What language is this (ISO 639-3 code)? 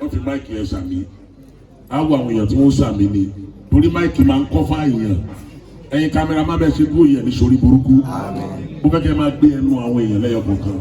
yor